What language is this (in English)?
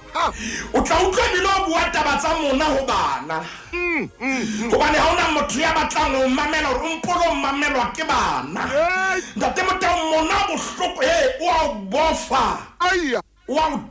Southern Sotho